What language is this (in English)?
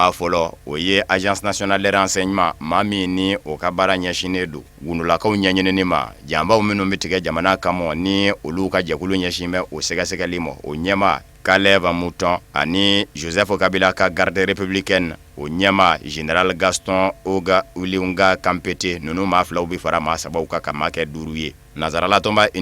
Bambara